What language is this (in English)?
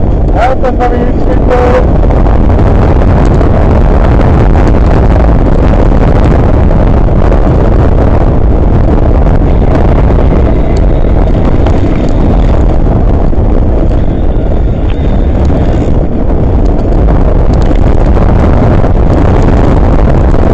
Dutch